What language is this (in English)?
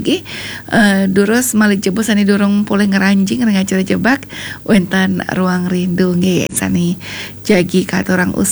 Balinese